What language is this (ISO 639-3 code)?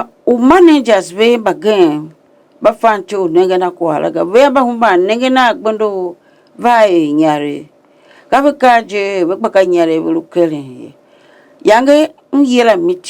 tiv